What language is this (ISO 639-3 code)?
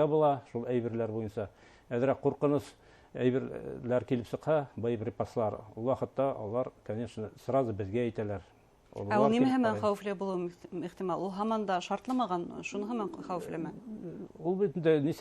bak